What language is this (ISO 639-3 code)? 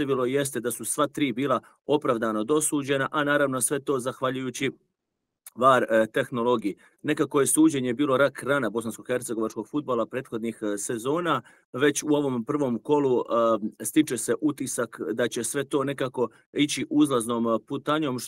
bos